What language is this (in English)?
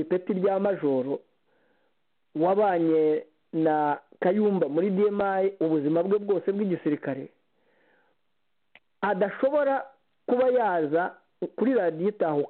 Kinyarwanda